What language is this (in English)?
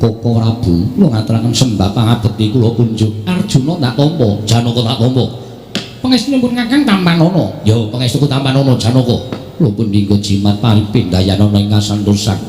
Javanese